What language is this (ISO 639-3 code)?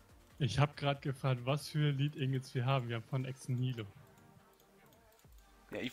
deu